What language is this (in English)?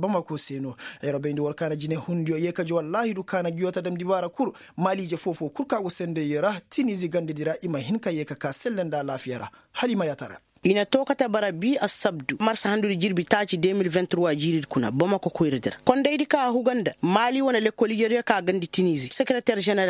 Koyraboro Senni